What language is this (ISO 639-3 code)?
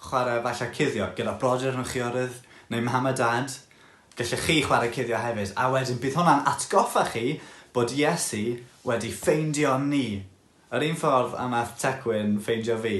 cym